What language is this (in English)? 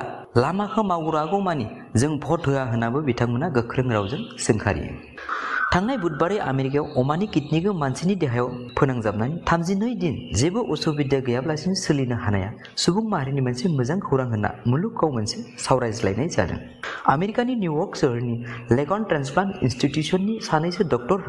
Bodo